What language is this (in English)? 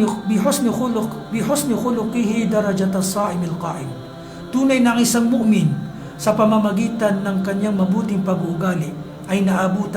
Maranao